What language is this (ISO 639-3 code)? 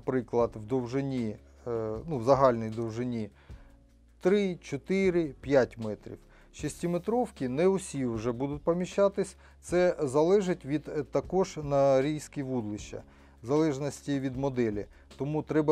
ukr